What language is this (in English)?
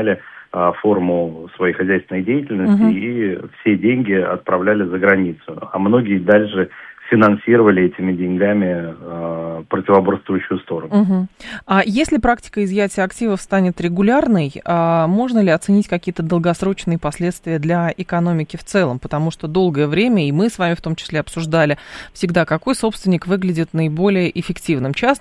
Russian